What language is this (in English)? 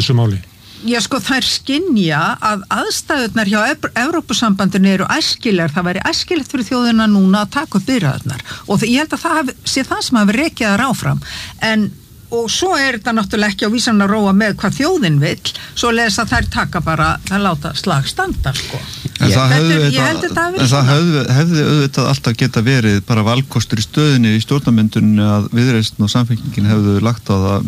Icelandic